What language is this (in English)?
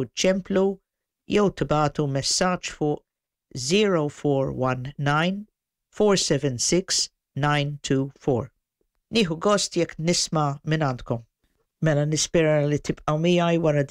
Maltese